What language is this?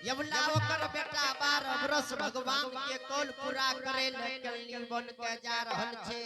Angika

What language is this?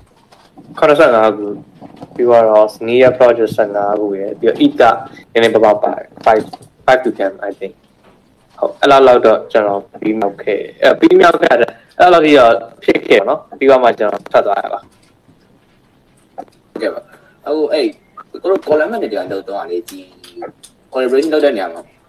Burmese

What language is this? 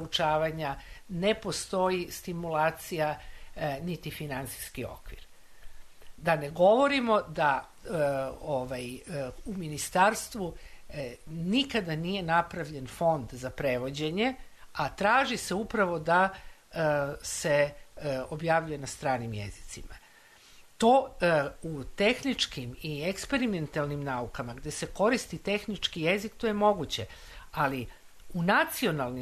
Serbian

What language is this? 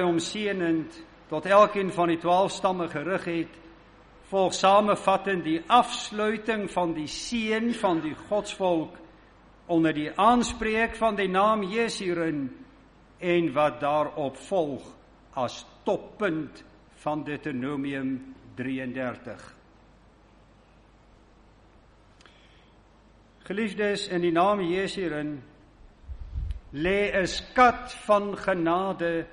Afrikaans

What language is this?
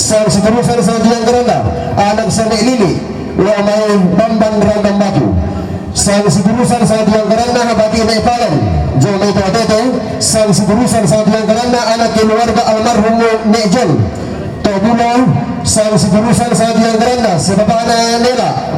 Toraja-Sa'dan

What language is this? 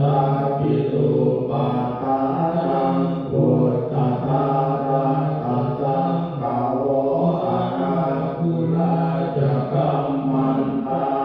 Pali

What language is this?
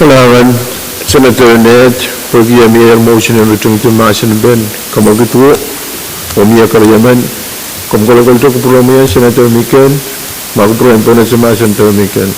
Pohnpeian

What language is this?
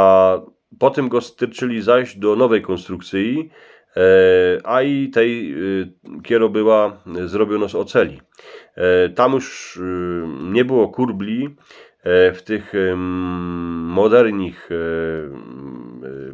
Silesian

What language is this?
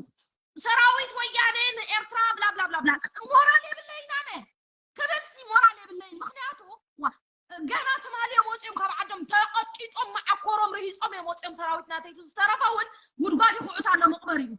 Tigrinya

